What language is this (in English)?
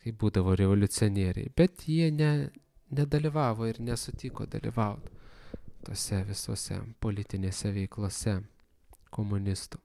Lithuanian